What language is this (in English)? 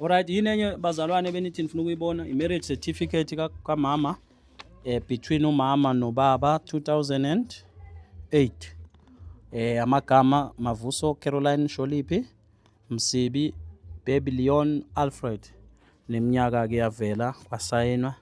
Zulu